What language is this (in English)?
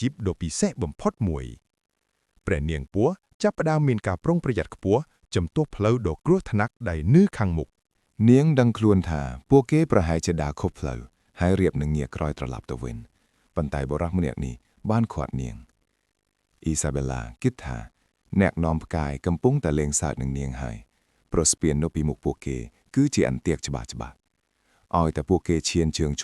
Khmer